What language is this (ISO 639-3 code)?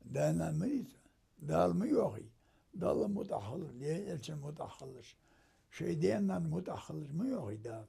inh